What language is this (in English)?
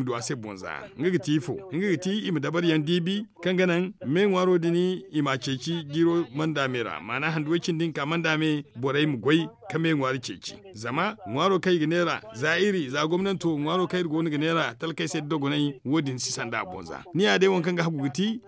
Zarma